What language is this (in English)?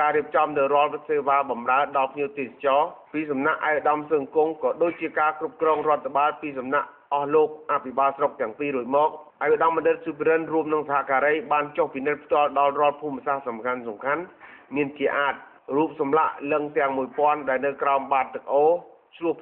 Khmer